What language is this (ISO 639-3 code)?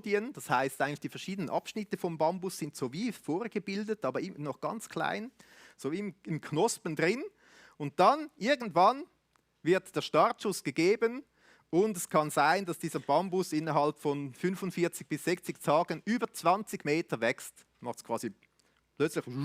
gsw